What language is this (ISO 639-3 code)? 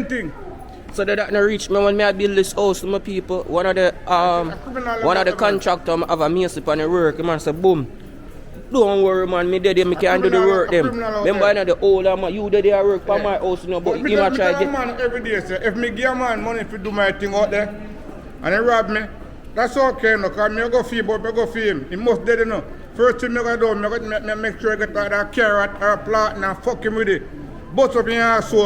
jam